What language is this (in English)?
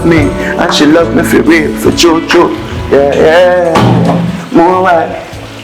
Jamaican Creole English